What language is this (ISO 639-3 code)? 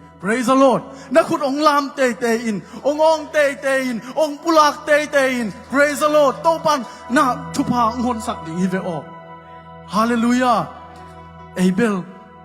ctd